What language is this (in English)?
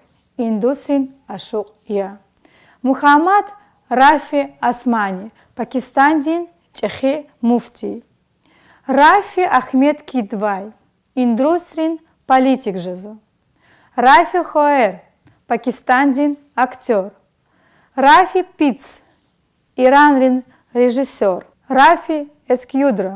Lezghian